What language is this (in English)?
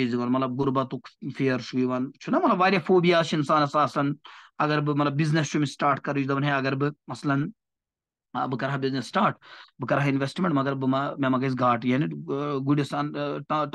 Kashmiri